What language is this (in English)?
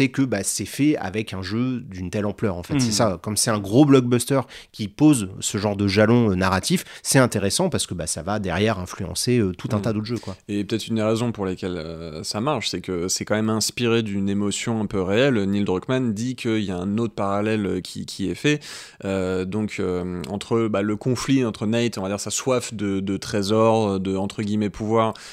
French